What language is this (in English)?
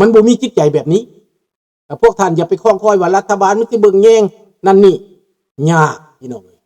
Lao